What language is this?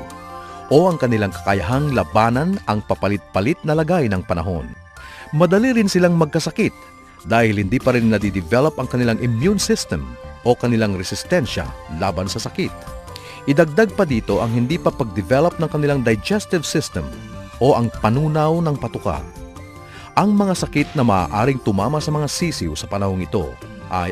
Filipino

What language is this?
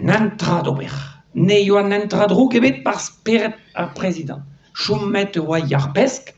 Breton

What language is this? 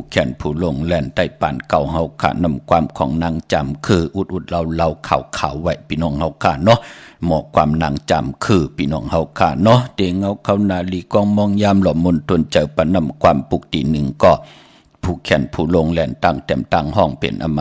Shan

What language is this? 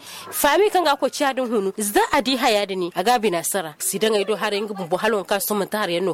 Zarma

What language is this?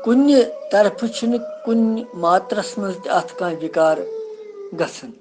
Kashmiri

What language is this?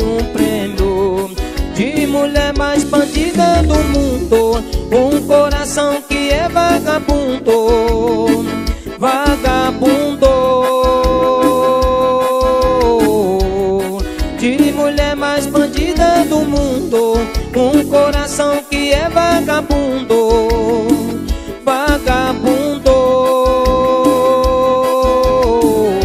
Portuguese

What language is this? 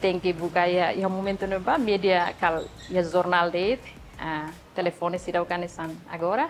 Tetum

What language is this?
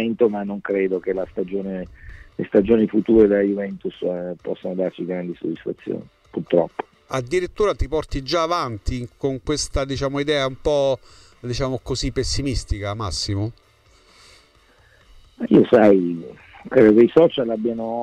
Italian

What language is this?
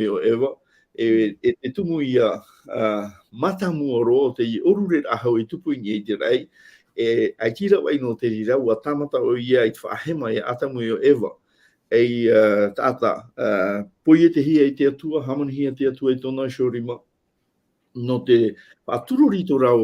Tahitian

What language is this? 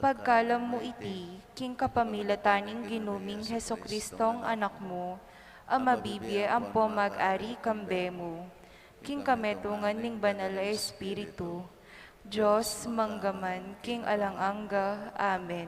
Pampanga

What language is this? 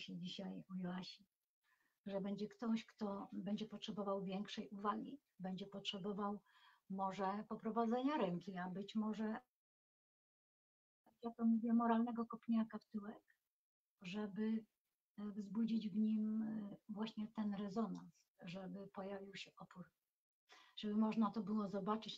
Polish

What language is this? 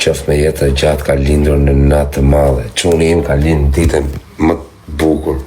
Albanian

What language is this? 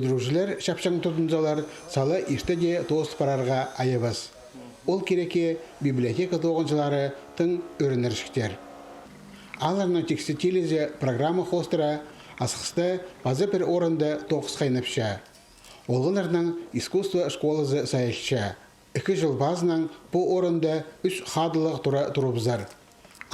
Khakas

